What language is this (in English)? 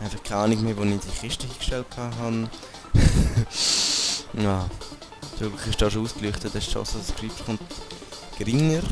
Swiss German